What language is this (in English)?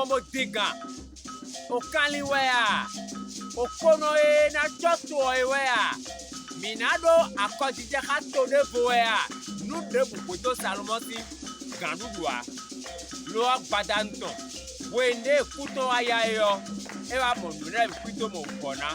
Fon